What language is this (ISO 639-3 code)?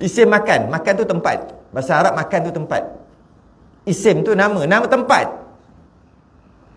msa